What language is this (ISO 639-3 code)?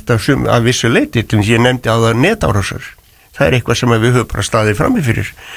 isl